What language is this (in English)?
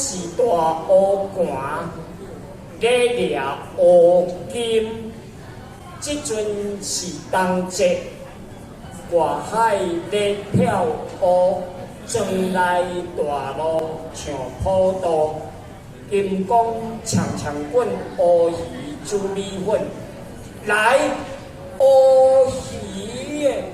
Min Nan Chinese